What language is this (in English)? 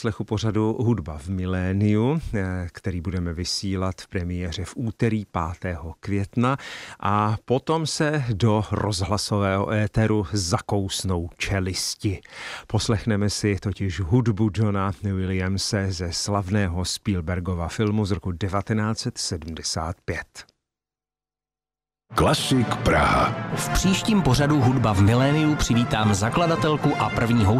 Czech